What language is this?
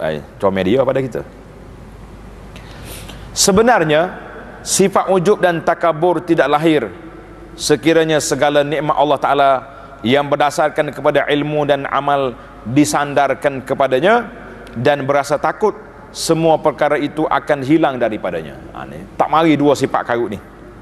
Malay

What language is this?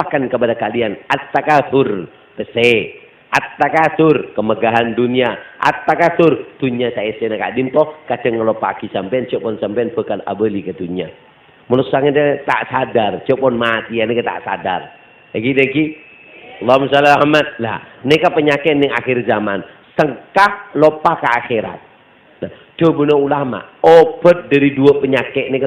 Madurese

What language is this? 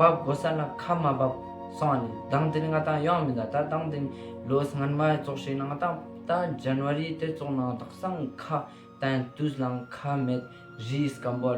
Ladakhi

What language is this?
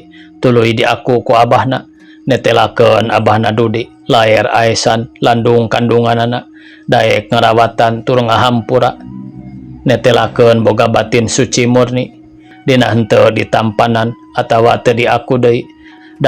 Sundanese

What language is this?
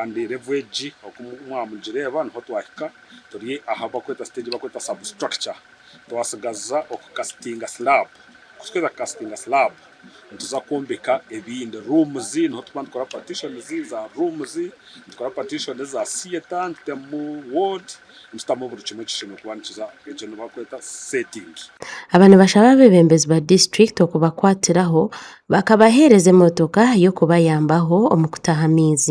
Nyankole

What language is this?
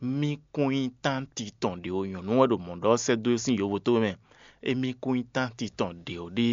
Fon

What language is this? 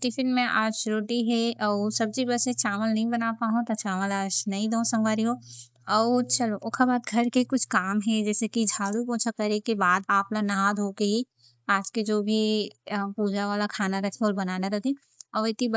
Chhattisgarhi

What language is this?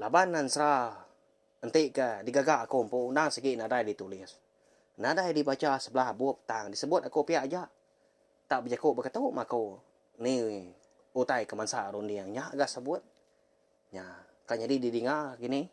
Iban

